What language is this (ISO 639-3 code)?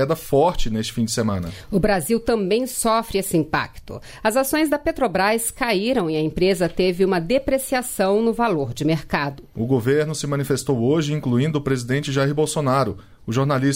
por